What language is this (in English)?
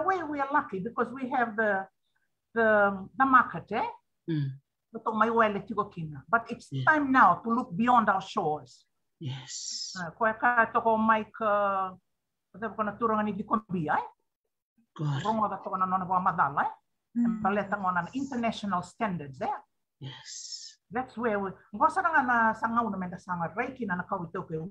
Fijian